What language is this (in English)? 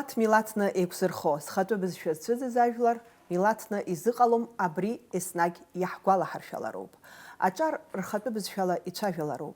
Abkhazian